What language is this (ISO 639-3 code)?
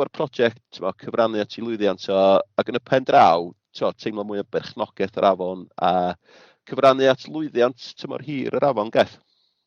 cym